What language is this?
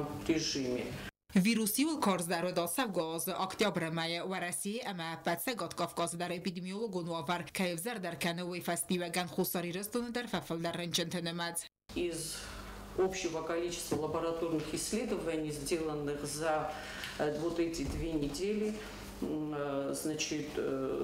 Ossetic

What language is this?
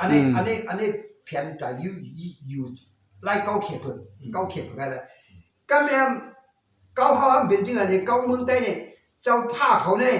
Shan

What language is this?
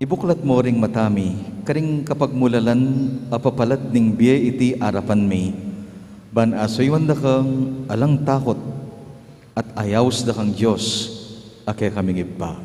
Pampanga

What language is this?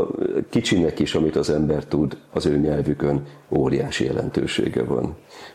Hungarian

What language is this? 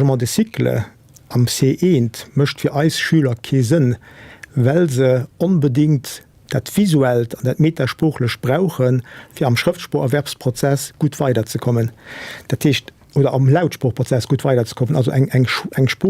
Luxembourgish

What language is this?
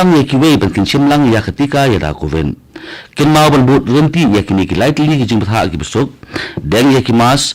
Khasi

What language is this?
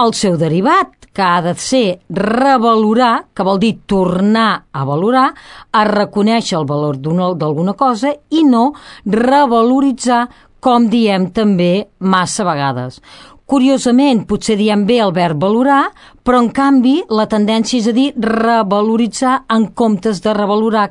Catalan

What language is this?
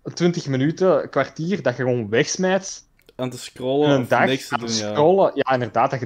Dutch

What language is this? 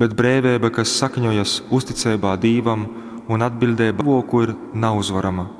Latgalian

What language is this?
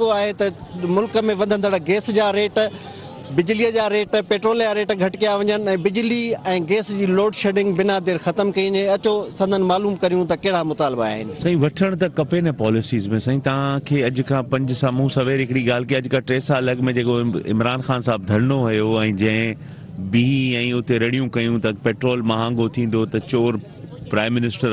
Sindhi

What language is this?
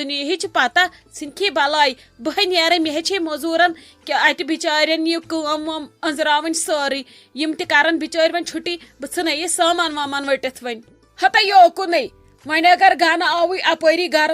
Kashmiri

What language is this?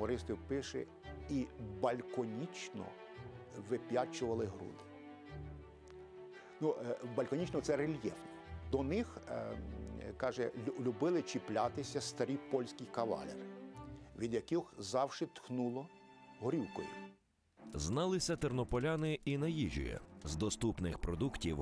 Ukrainian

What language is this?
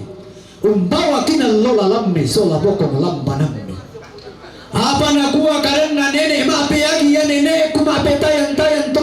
Toraja-Sa'dan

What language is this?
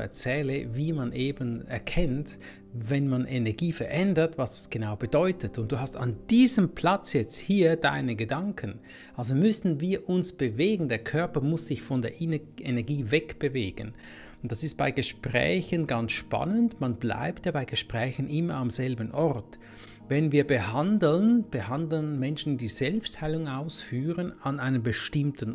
German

